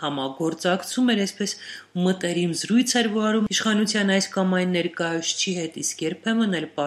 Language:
Armenian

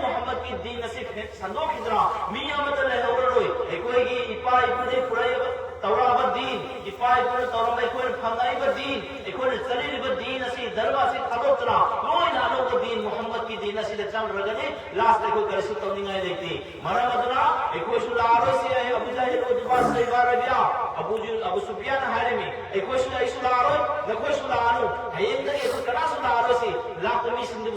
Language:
Manipuri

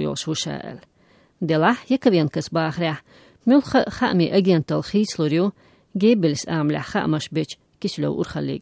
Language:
Chechen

